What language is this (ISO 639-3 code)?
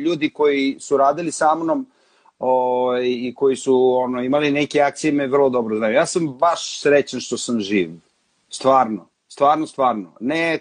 srp